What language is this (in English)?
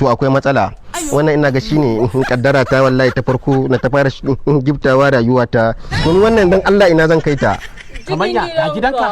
Hausa